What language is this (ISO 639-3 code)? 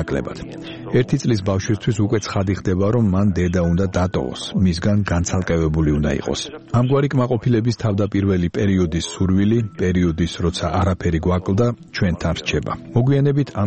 kat